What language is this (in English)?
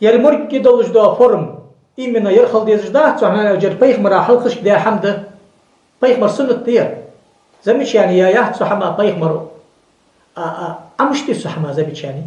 Ingush